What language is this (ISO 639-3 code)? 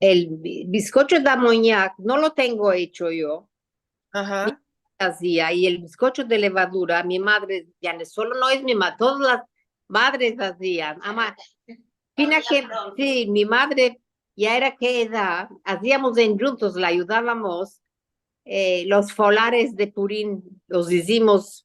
lad